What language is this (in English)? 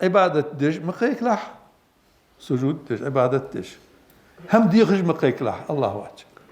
Ingush